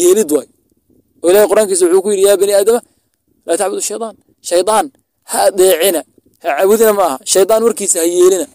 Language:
Somali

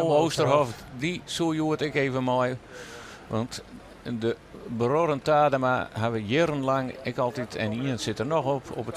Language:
Western Frisian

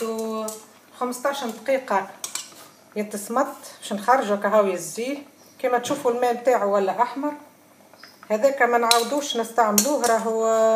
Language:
Tunisian Arabic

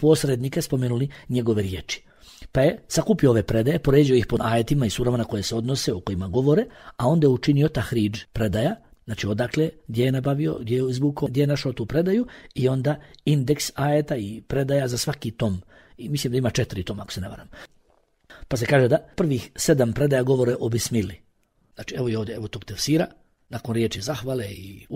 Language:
Bosnian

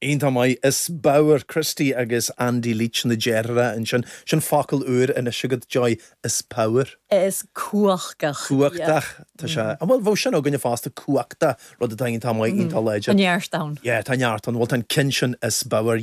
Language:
Irish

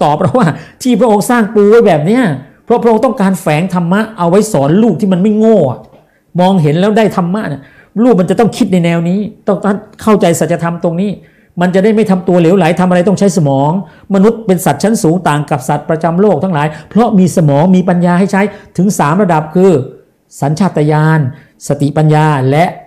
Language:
Thai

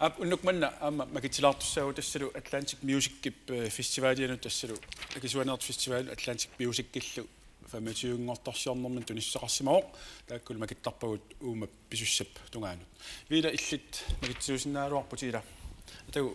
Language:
Kalaallisut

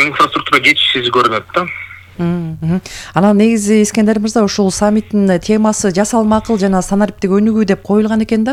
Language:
Kyrgyz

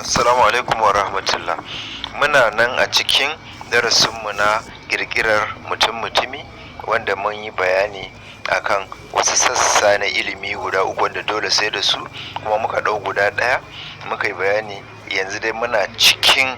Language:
Hausa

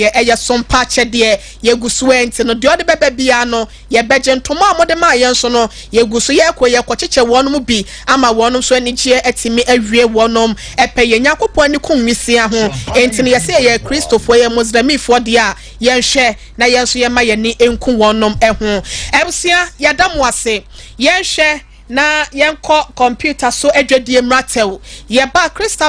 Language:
Akan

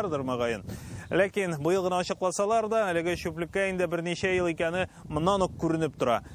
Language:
Tatar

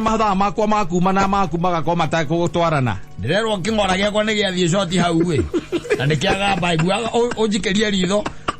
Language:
Kikuyu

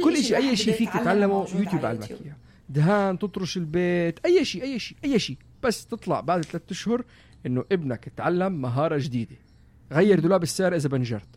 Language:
North Levantine Arabic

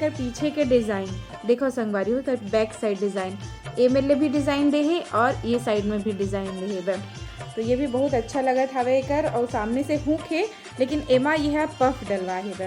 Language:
Chhattisgarhi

